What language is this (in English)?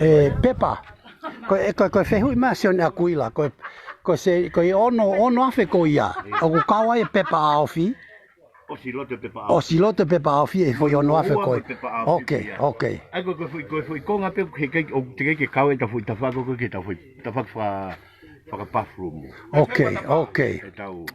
Tongan